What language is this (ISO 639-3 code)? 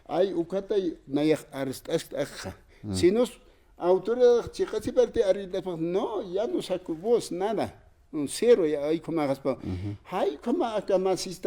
aym